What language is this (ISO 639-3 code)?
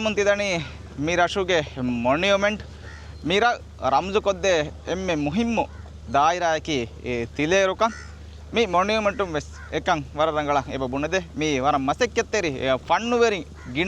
div